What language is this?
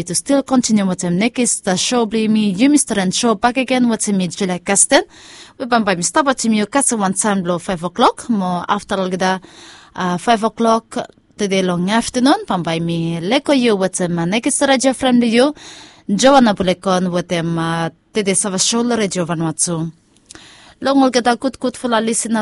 Bislama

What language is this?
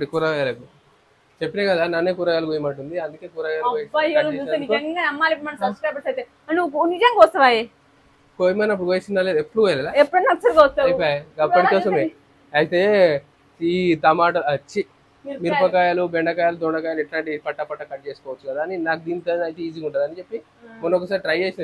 Telugu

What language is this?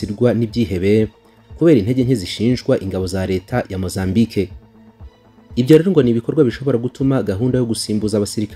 Kinyarwanda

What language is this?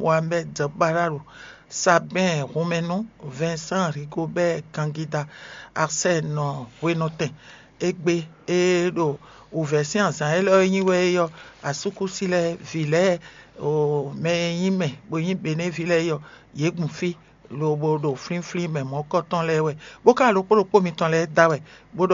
Fon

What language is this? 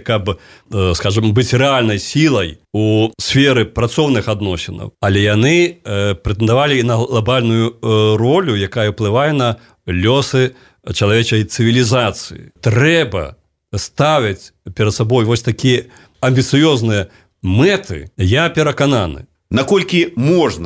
Belarusian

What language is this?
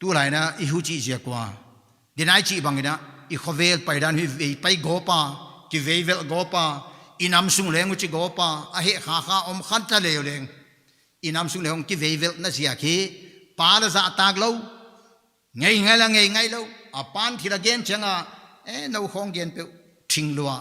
Paite Chin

